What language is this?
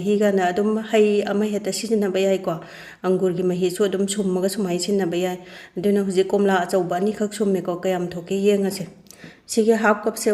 Manipuri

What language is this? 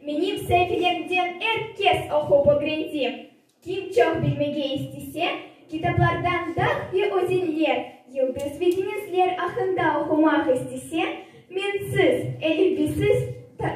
Crimean Tatar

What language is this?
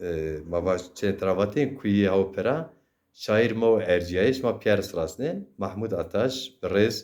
Zaza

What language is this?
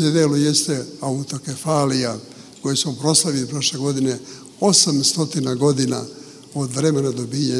Serbian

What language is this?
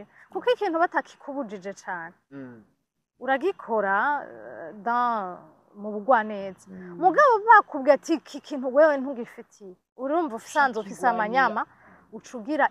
Rundi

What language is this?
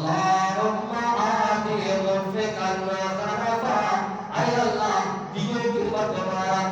Eastern Balochi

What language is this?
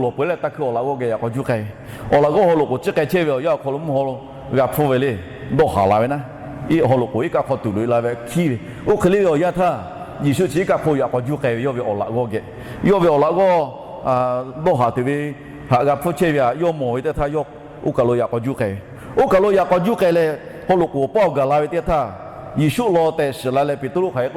Lahu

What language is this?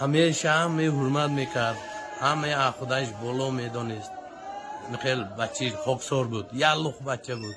Tajik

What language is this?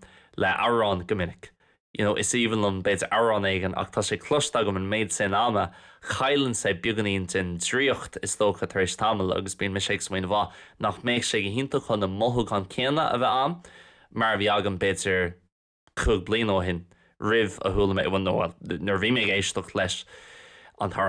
Irish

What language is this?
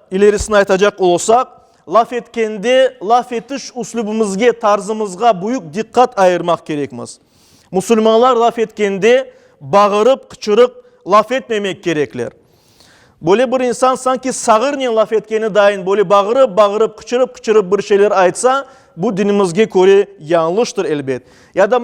Crimean Tatar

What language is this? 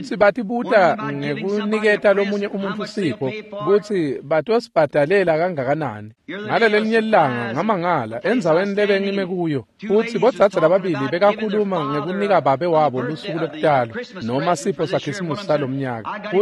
Swati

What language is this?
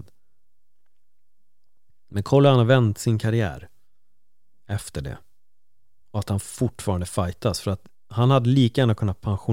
Swedish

